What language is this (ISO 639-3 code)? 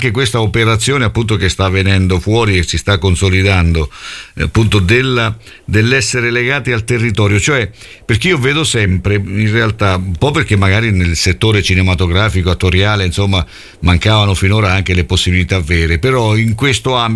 ita